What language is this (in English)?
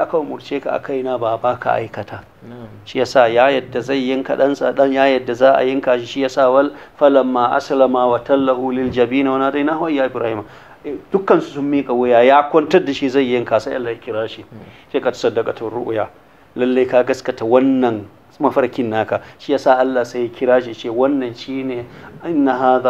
Hausa